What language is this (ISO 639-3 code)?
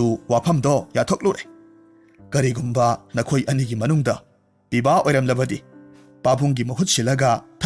mni